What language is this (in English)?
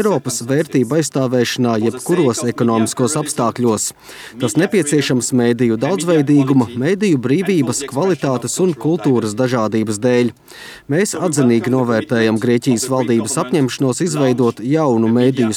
Latvian